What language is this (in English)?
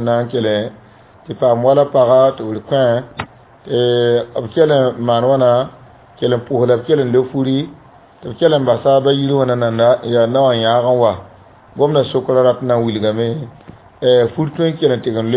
Mossi